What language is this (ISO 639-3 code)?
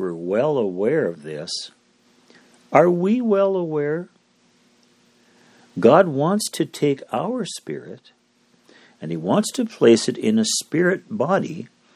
eng